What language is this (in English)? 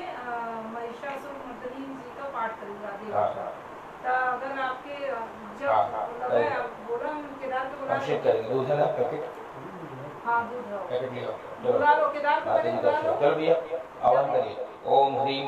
Hindi